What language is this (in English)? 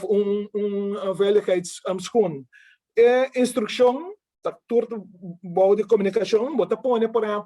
Papiamento